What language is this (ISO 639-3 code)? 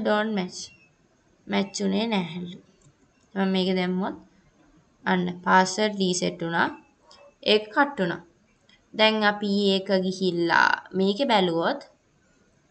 sin